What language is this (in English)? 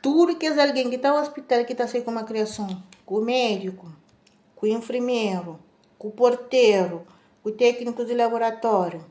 Kabuverdianu